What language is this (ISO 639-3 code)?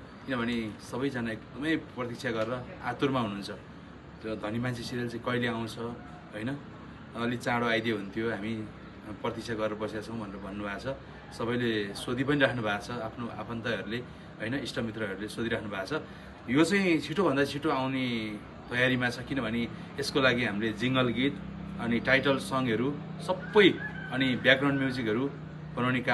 nep